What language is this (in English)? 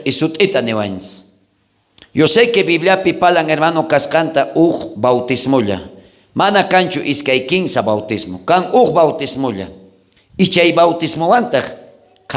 South Bolivian Quechua